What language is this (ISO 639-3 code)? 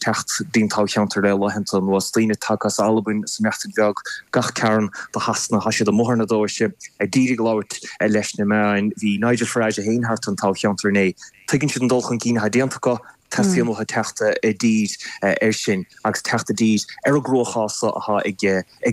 gle